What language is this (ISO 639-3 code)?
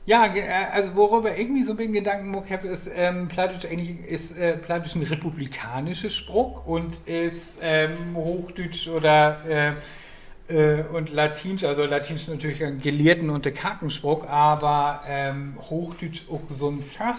nds